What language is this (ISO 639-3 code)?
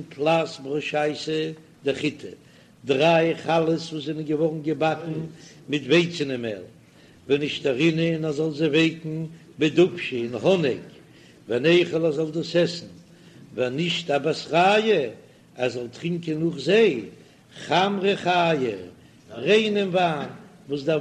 yid